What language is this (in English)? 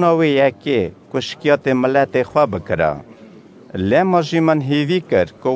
Kurdish